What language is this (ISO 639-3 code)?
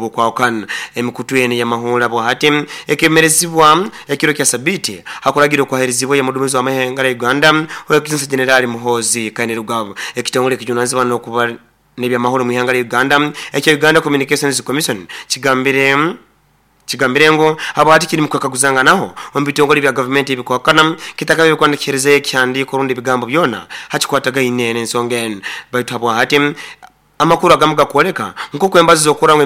nyo